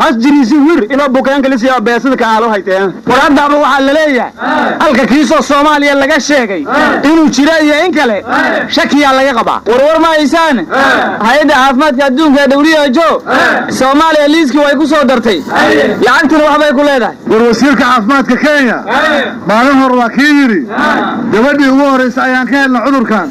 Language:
Somali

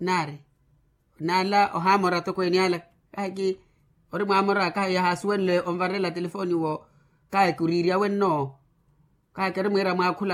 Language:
Makhuwa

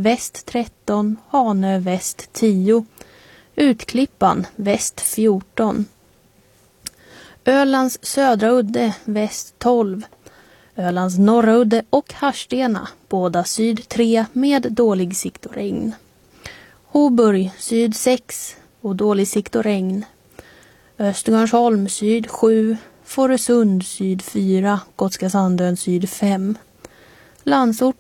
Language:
Swedish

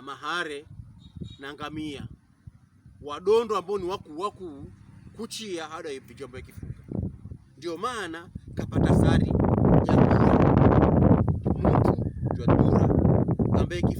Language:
Pokomo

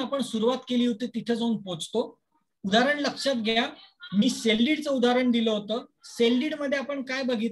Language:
Marathi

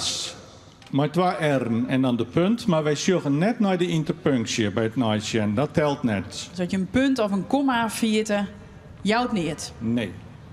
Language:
Western Frisian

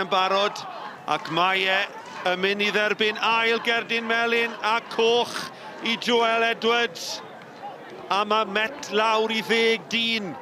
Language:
Welsh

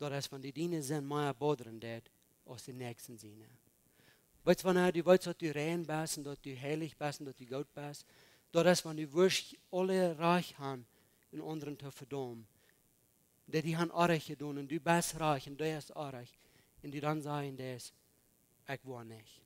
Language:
Plautdietsch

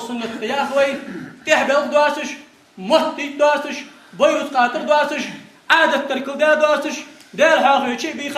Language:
Ingush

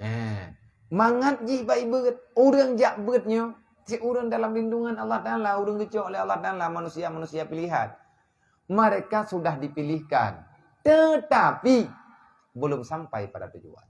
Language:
Achinese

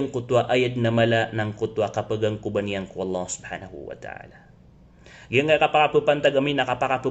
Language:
Maranao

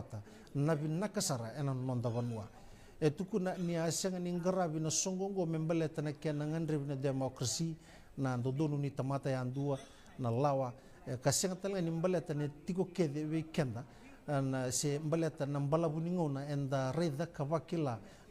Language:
Fijian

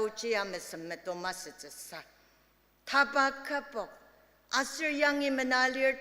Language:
Ao Naga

